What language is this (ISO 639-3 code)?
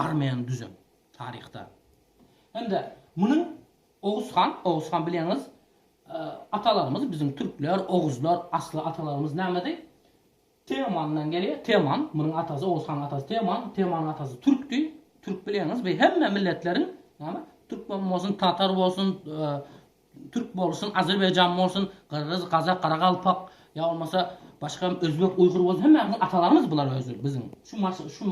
tuk